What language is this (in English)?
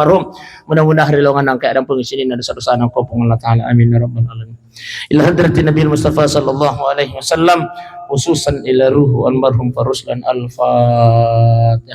Buginese